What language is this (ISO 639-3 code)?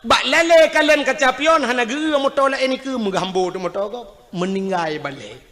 ace